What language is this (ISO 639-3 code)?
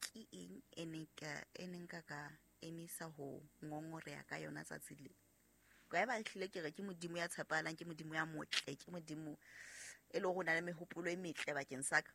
sot